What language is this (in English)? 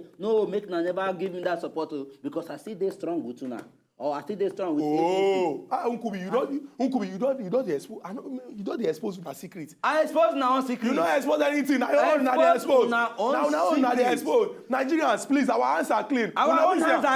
Nigerian Pidgin